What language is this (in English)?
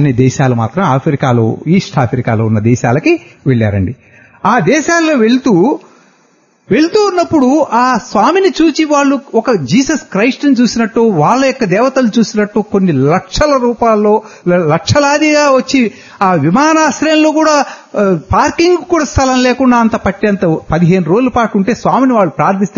Telugu